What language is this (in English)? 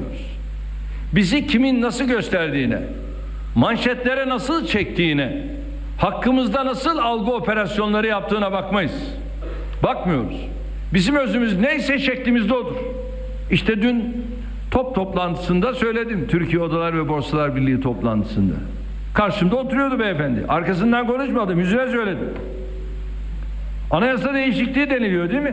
Turkish